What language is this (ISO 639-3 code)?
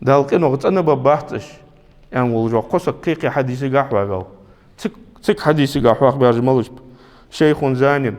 inh